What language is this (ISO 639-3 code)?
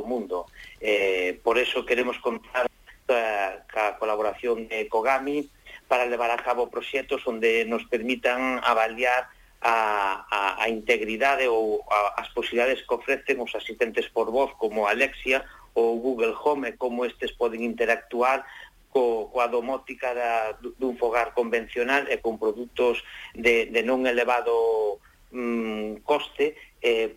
glg